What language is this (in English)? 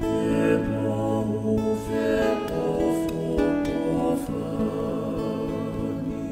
Tongan